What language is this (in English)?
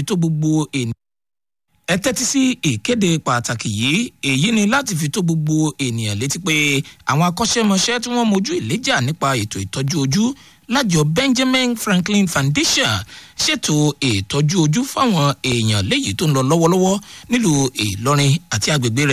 Yoruba